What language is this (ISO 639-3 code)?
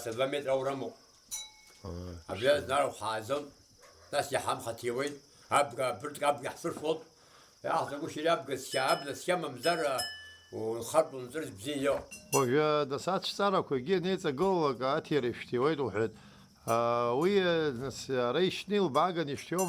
abk